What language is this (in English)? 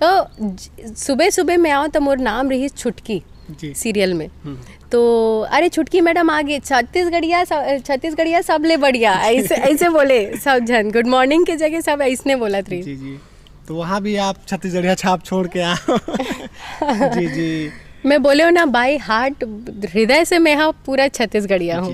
Chhattisgarhi